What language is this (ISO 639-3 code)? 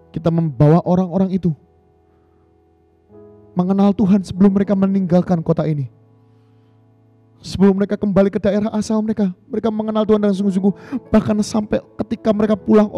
ind